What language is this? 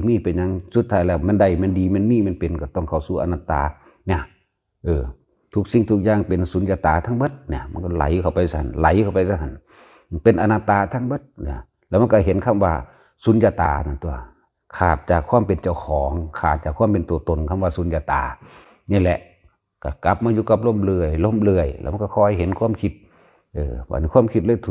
Northeastern Thai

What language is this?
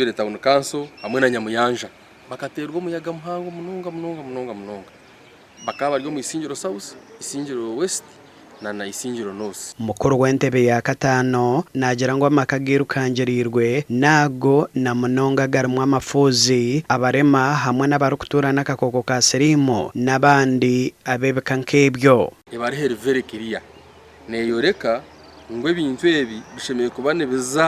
Nyankole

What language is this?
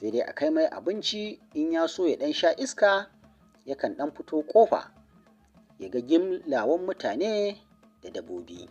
Hausa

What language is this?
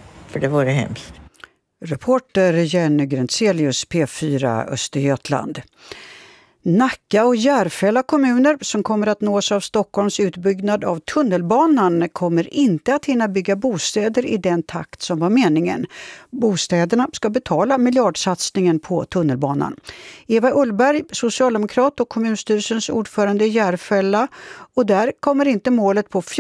Swedish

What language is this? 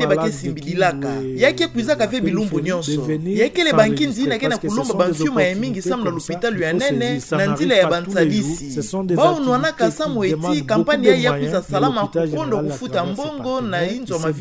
Kituba (Democratic Republic of Congo)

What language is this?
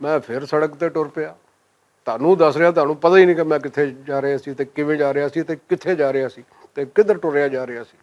Western Panjabi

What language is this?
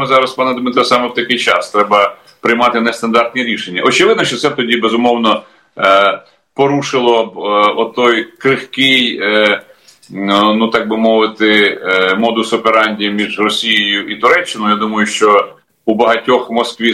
Ukrainian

